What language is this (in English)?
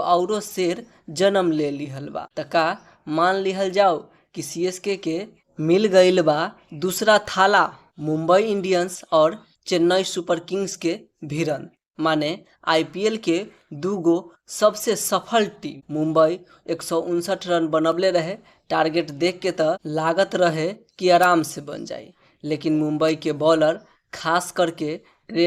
Bhojpuri